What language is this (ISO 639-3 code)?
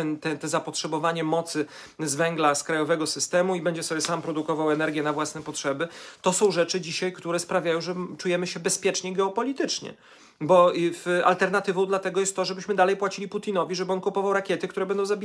pol